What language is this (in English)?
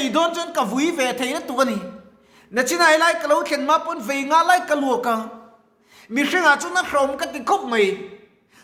Mizo